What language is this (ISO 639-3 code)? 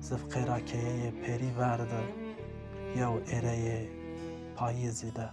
zza